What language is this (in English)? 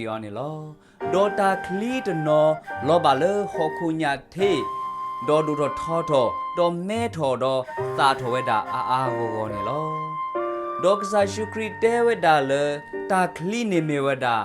S'gaw Karen